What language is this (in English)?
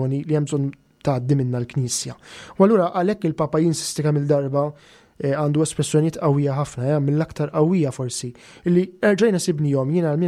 Maltese